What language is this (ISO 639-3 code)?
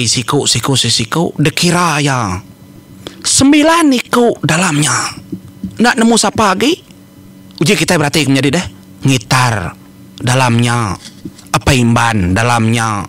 iba